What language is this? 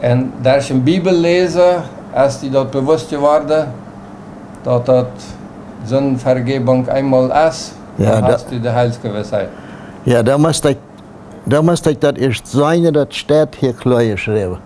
Plautdietsch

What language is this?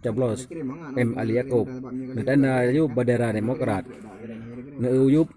Achinese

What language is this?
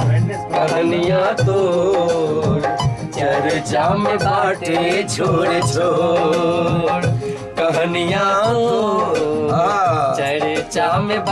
Bhojpuri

